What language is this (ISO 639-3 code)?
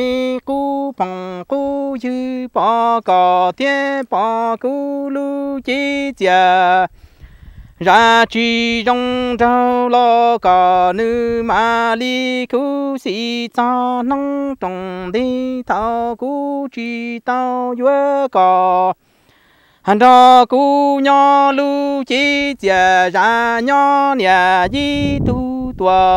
vie